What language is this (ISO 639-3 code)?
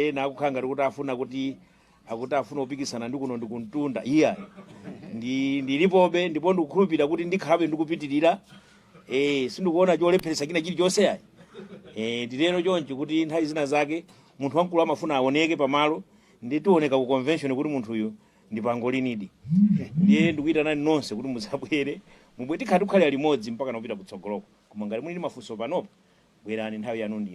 nya